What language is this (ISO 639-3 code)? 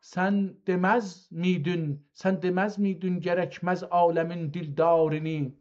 azb